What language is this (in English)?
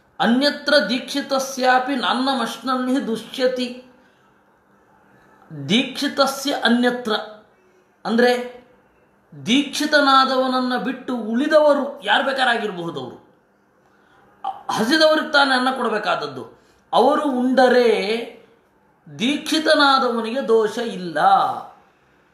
Kannada